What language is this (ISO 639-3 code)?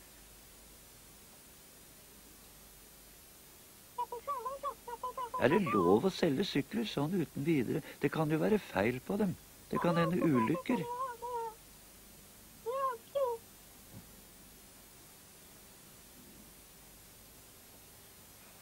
nor